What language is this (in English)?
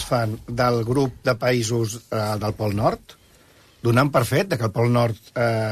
Catalan